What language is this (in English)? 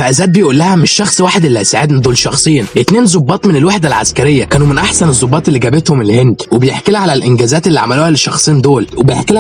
Egyptian Arabic